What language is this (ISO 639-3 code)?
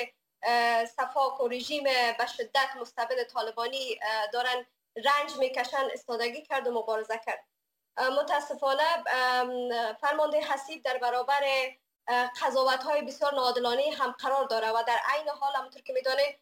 fas